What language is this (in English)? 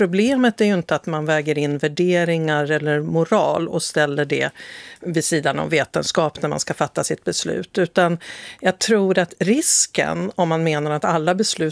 Swedish